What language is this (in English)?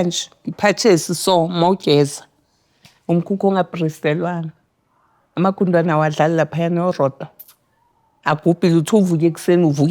Zulu